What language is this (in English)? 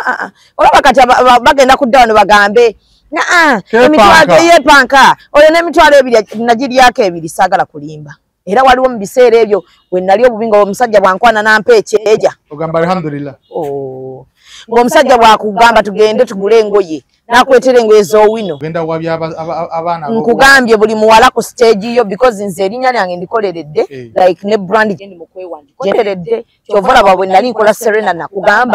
Ganda